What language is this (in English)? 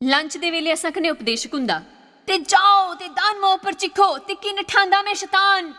Dogri